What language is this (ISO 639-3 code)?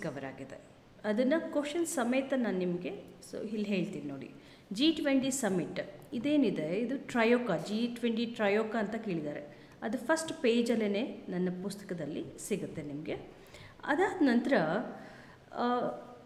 kan